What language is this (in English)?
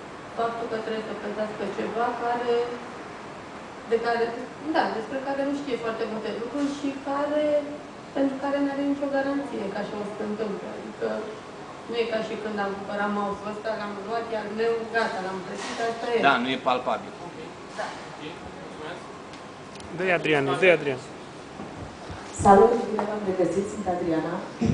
Romanian